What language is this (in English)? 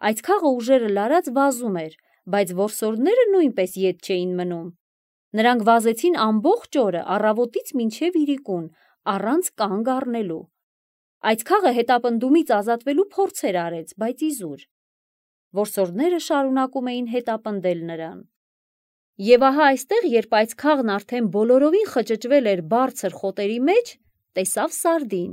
Armenian